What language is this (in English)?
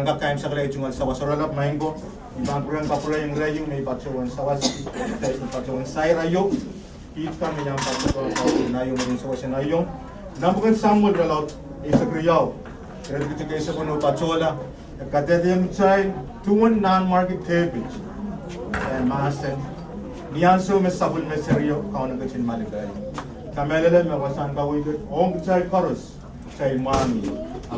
Pohnpeian